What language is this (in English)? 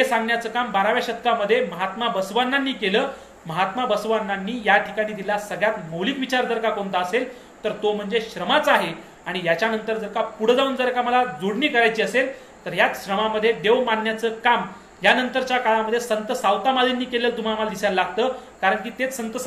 Marathi